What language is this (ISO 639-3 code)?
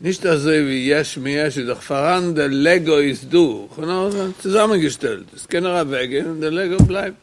yid